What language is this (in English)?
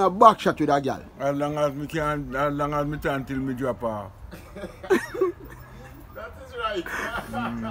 Jamaican Creole English